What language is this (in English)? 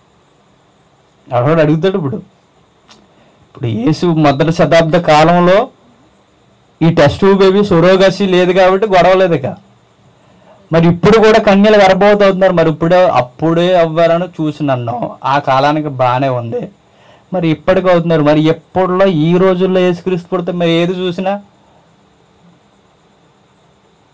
Telugu